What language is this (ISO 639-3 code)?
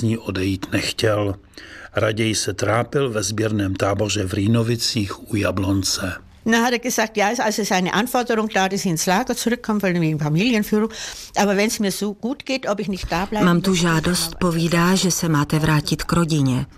ces